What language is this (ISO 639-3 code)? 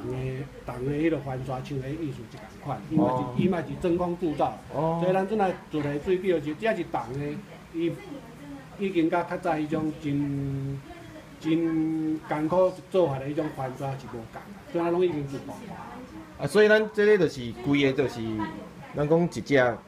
nan